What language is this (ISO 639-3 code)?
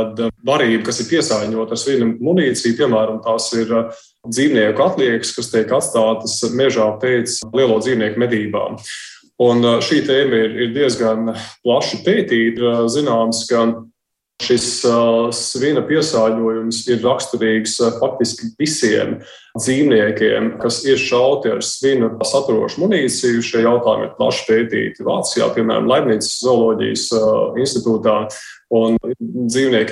lav